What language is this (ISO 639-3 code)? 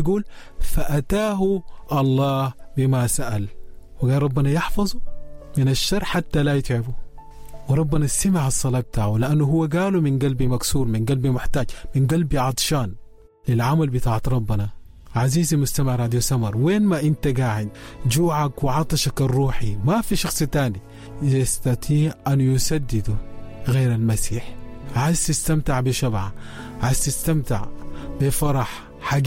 apd